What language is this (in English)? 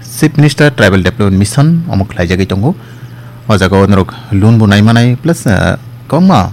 Kok Borok